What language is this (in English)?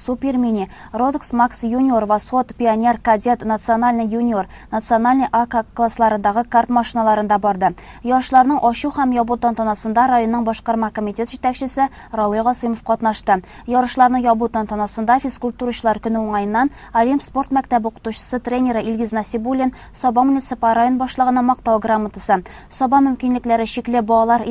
Tatar